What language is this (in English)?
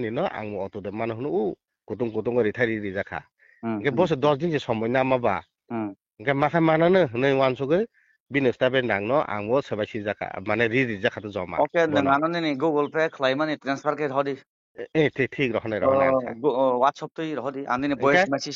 Kok Borok